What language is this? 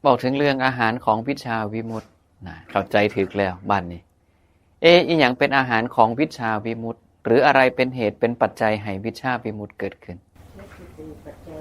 Northeastern Thai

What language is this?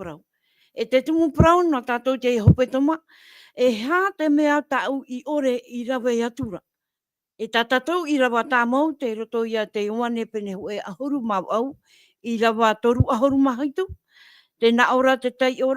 Tahitian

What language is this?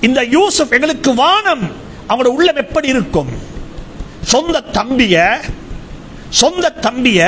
Tamil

